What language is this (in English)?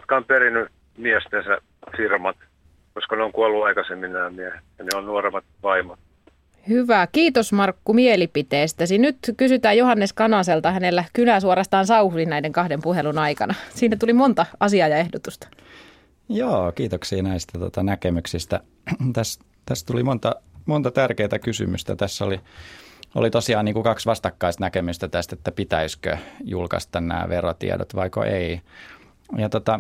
Finnish